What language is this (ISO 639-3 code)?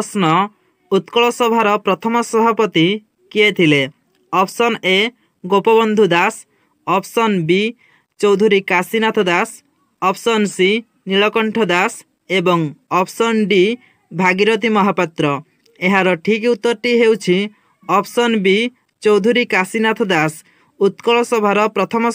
ori